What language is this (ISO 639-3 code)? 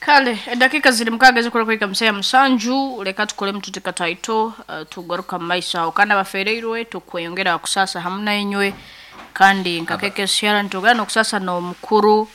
nyn